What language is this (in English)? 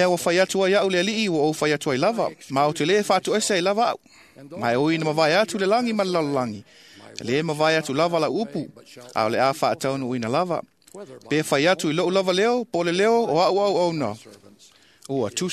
Samoan